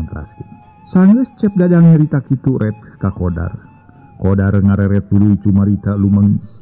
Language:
Sundanese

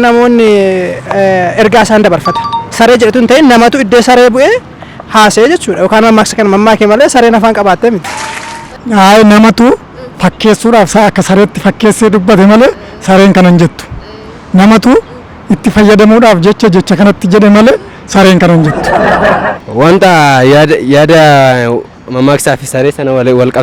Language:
Oromo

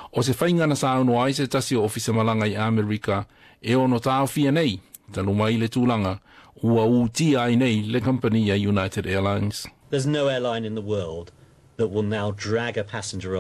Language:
Samoan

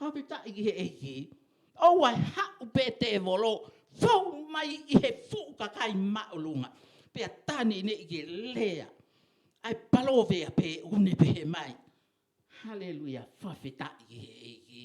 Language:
Tongan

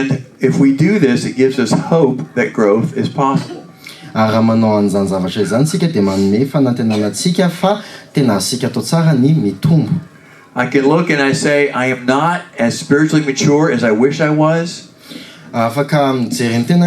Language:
Malagasy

